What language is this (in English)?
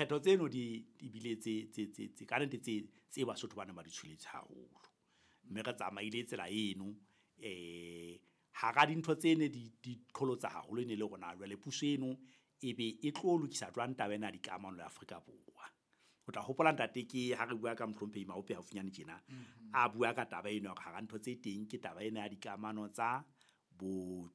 Southern Sotho